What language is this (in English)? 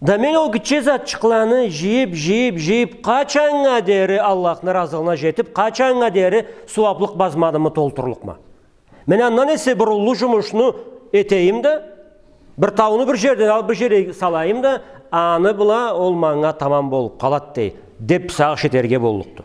Karachay-Balkar